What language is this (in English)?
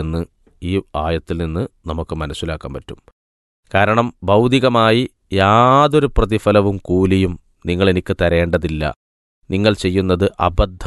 Malayalam